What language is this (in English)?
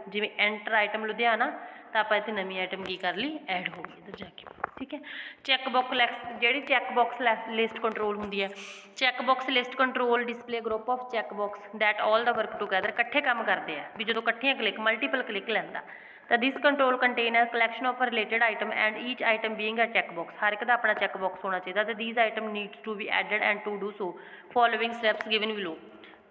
Punjabi